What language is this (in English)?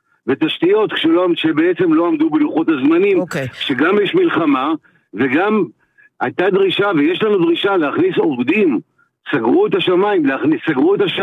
Hebrew